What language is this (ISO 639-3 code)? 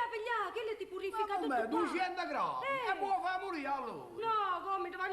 nap